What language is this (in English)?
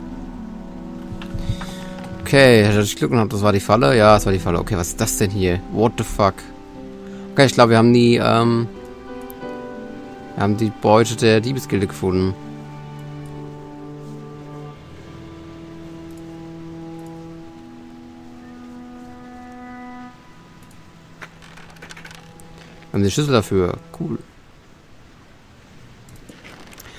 German